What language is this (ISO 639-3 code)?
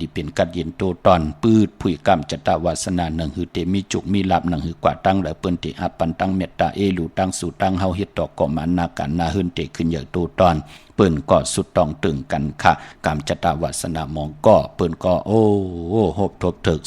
shn